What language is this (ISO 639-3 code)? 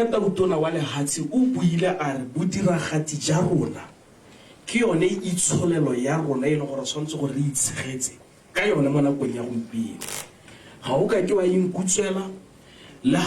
tsn